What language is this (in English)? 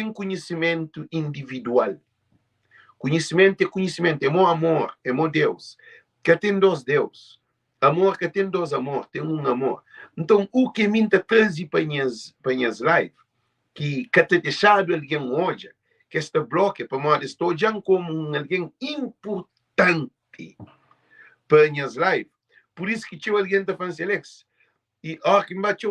Kabuverdianu